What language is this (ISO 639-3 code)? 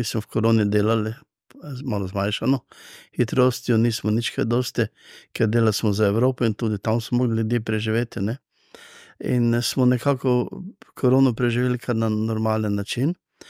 slv